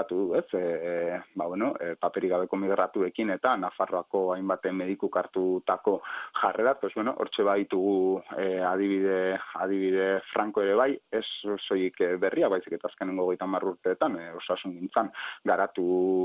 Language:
Basque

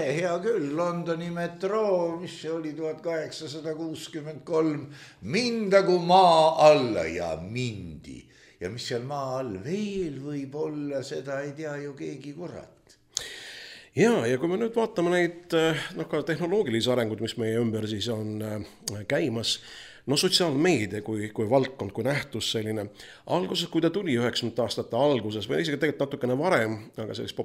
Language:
Estonian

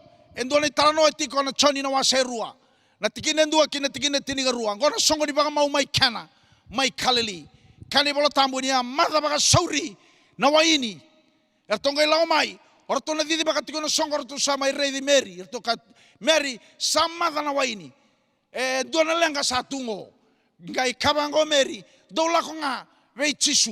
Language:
Fijian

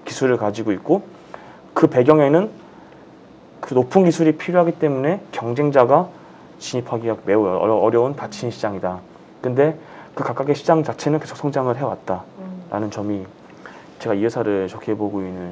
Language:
Korean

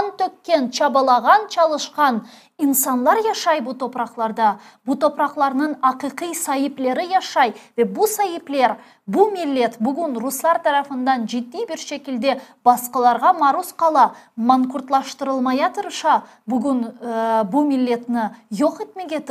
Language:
Crimean Tatar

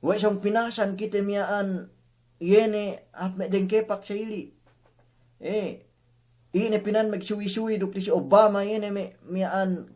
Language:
Yakan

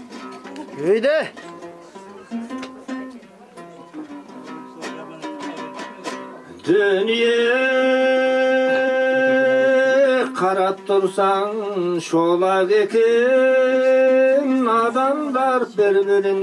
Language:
Kazakh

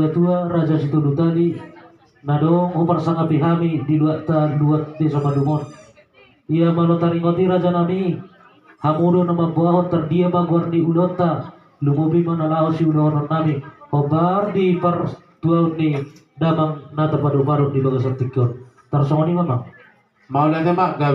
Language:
Batak Toba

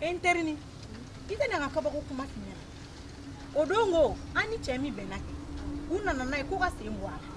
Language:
Bambara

